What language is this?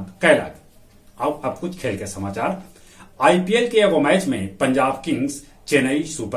Magahi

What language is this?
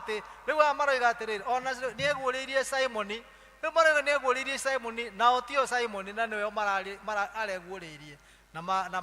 Kikuyu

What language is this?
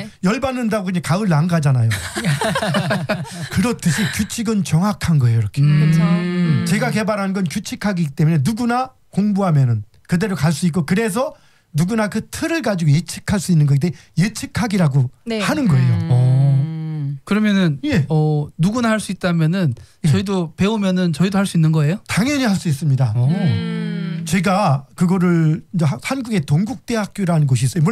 Korean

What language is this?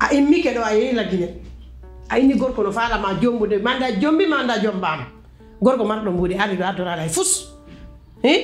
Pular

